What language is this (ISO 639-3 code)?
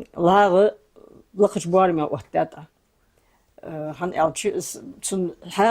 inh